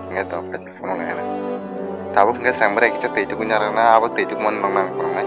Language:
Kok Borok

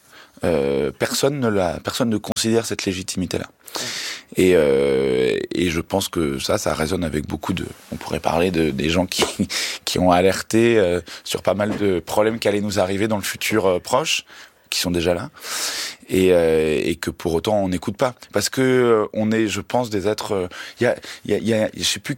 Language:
French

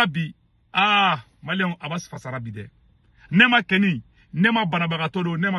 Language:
Bambara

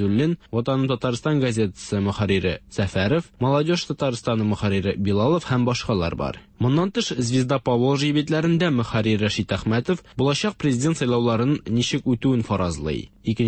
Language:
Tatar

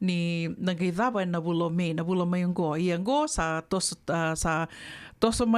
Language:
Fijian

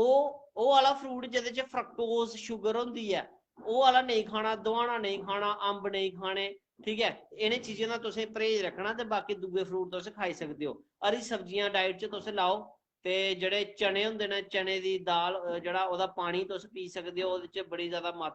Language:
Dogri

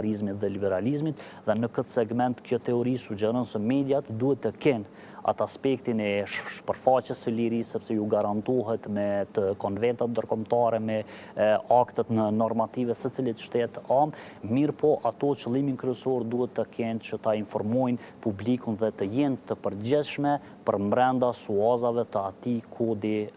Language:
Albanian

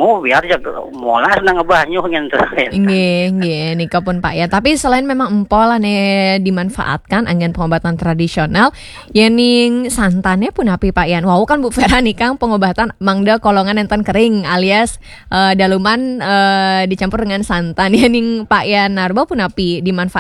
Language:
Balinese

